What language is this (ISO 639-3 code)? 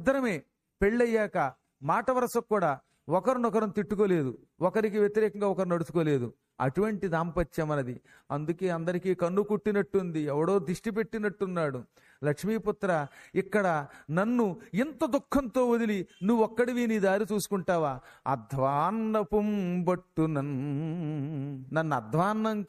tel